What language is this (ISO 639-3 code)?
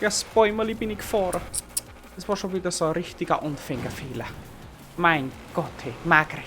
bar